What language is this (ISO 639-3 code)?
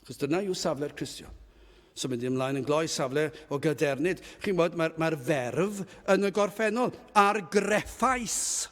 cym